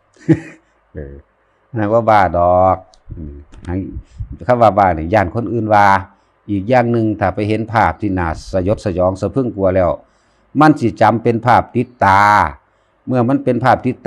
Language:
Lao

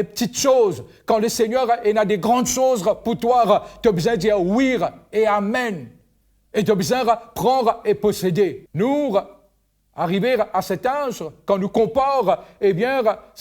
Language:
Morisyen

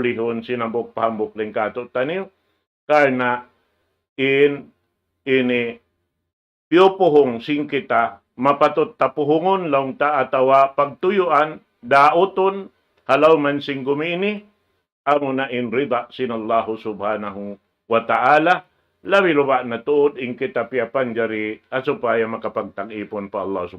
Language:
Tausug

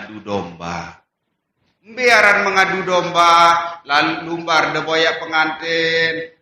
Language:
Sasak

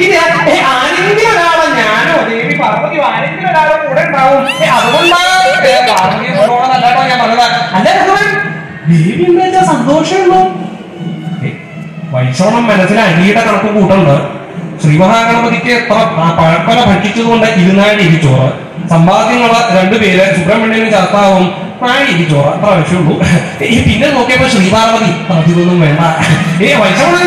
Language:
Malayalam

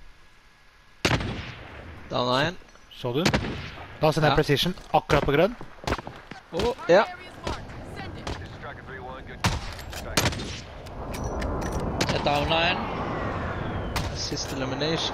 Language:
Norwegian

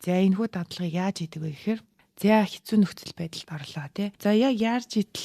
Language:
Mongolian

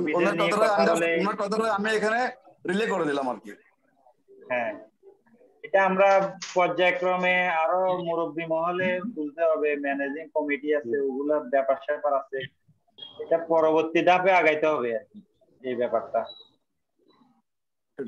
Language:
Bangla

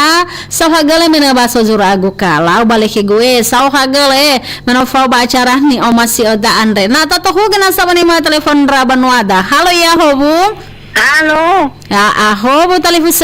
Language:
Nias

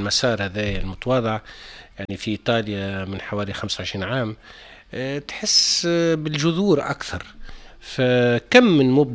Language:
Tunisian Arabic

